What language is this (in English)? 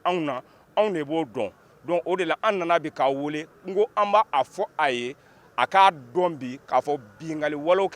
Bambara